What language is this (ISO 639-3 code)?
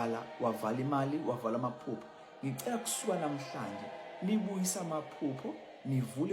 zul